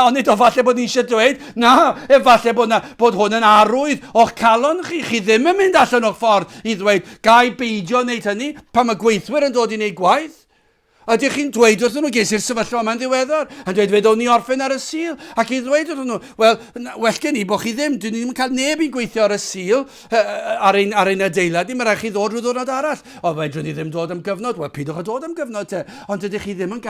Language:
Welsh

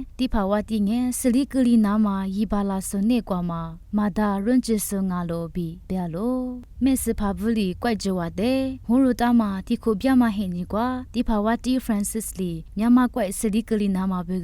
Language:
Lisu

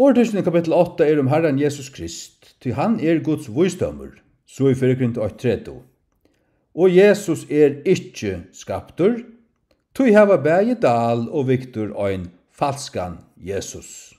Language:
Faroese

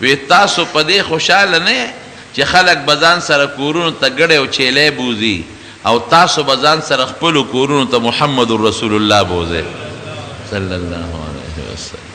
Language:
Pashto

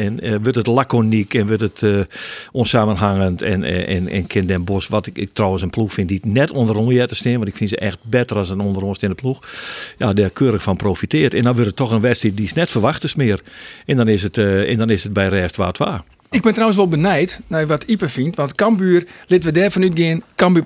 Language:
Western Frisian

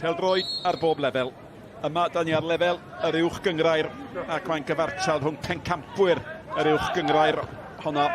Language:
Welsh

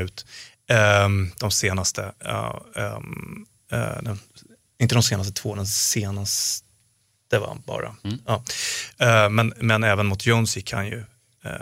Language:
Swedish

